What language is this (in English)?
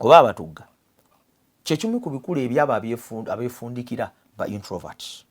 Ganda